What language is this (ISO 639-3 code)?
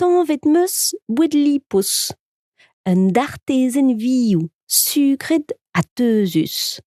bre